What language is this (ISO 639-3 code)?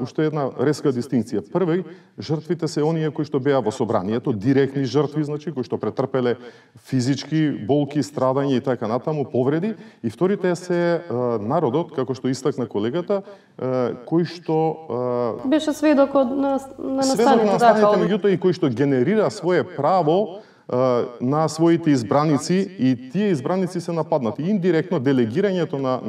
mkd